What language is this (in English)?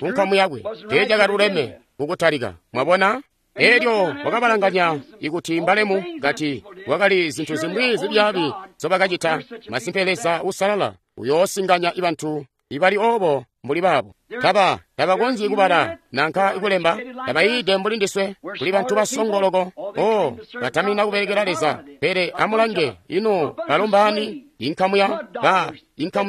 Tonga (Zambia)